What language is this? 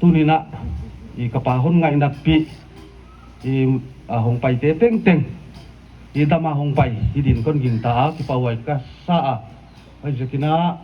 Paite Chin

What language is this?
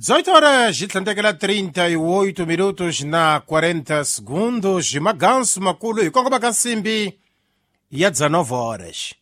Tsonga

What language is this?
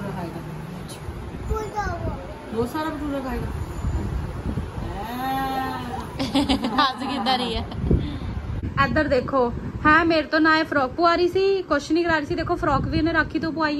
Punjabi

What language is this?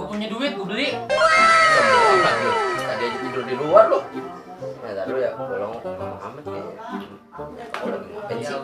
Betawi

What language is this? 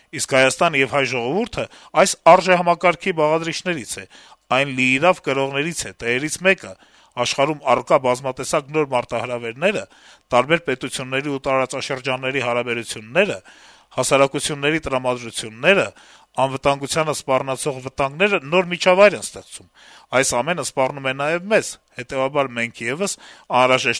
Armenian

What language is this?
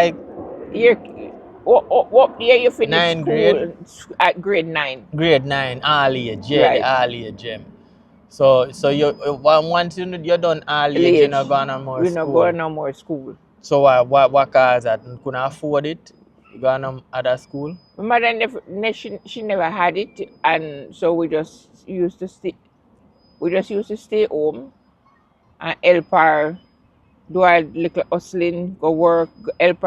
Jamaican Creole English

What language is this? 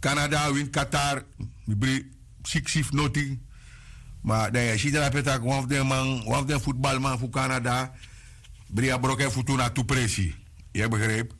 Sranan Tongo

